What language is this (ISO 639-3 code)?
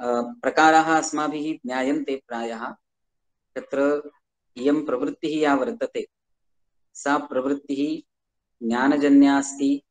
san